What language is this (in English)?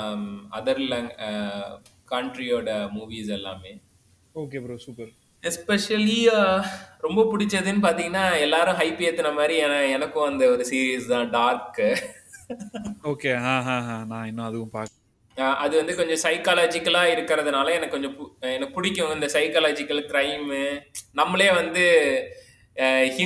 Tamil